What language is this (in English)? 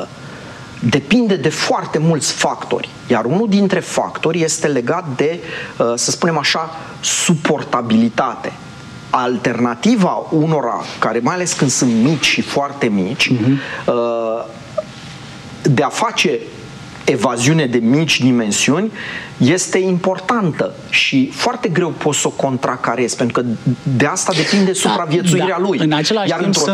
Romanian